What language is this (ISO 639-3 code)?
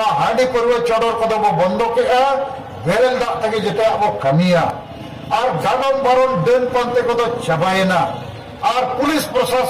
sat